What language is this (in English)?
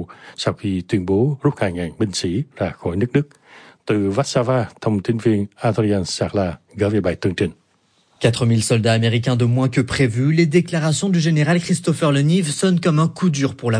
Vietnamese